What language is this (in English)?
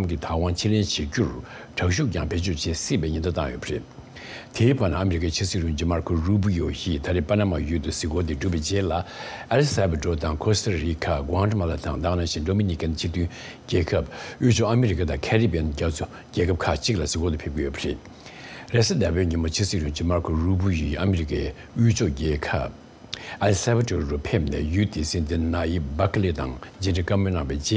Tibetan